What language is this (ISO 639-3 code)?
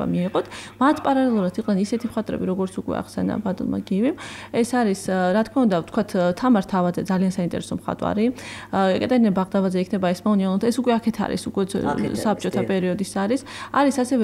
kat